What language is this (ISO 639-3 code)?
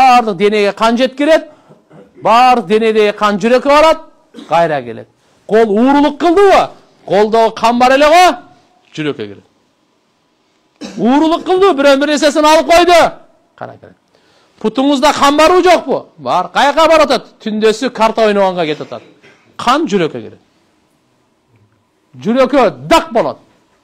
kir